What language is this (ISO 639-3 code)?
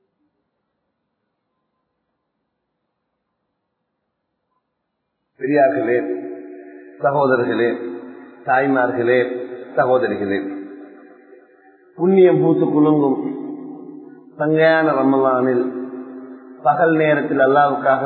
tam